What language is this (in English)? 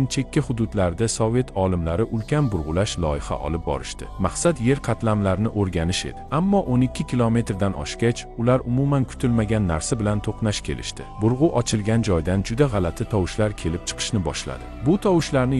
Uzbek